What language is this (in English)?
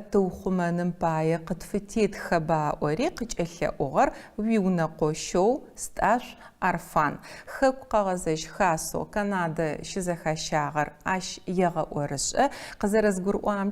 Adyghe